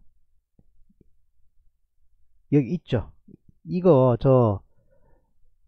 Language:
Korean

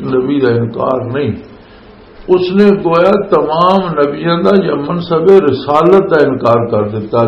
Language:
Western Panjabi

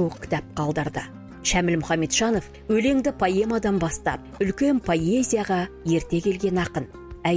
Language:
Kazakh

